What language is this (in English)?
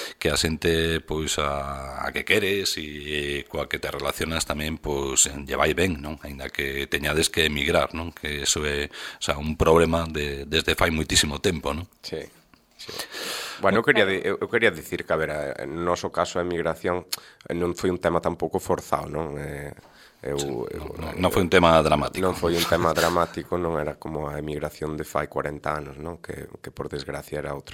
Galician